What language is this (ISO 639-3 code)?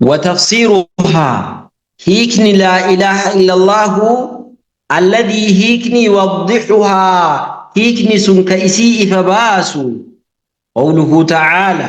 orm